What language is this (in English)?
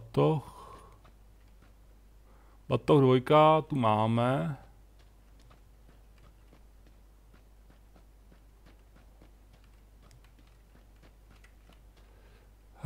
Czech